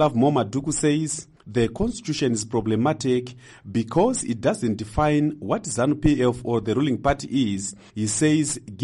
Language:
English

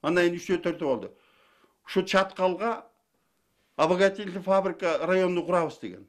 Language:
Kyrgyz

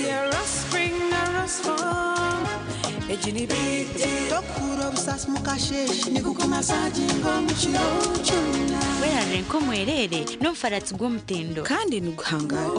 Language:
Nyankole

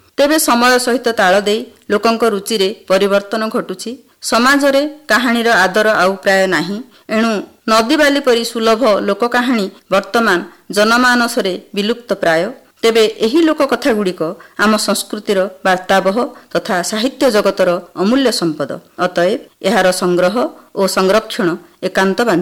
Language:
Odia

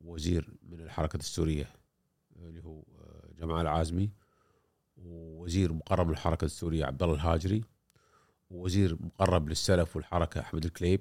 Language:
Gulf Arabic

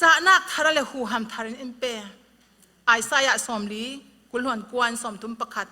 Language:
Falam Chin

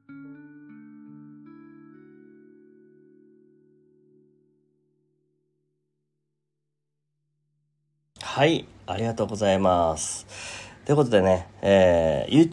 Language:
Japanese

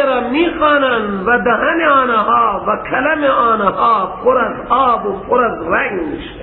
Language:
Persian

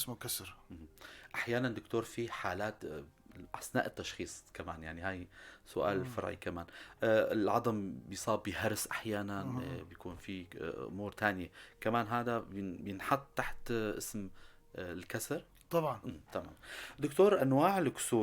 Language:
North Levantine Arabic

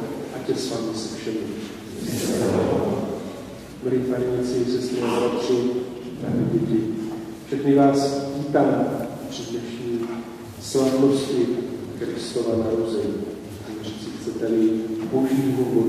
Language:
Czech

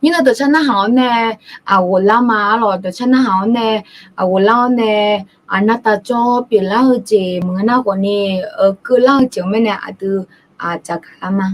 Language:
Akha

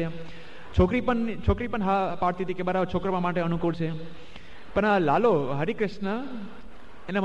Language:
Gujarati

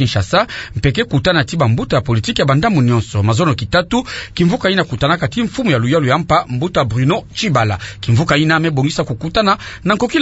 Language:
Kituba (Democratic Republic of Congo)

